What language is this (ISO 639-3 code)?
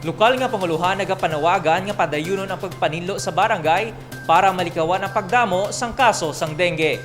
hil